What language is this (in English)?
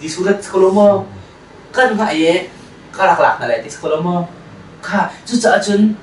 Hakha Chin